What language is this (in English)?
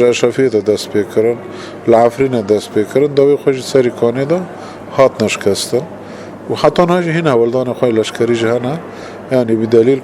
Kurdish